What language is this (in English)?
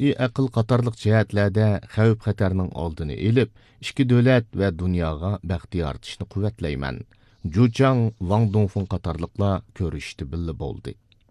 Uyghur